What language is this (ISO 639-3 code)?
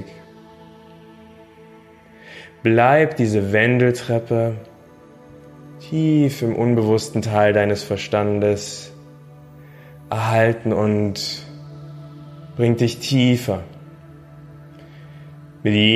deu